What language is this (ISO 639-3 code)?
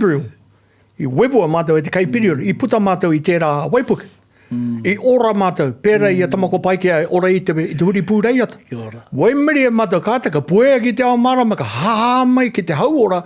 mri